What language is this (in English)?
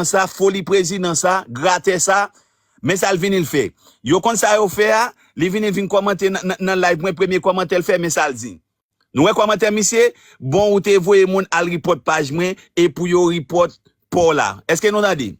Haitian Creole